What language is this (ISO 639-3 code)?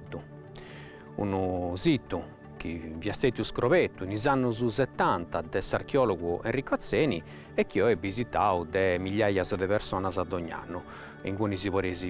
srd